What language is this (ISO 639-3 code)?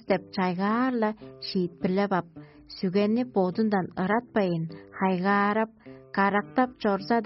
tyv